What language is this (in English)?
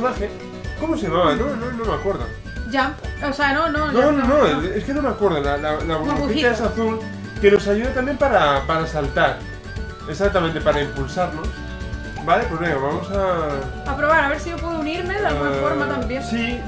Spanish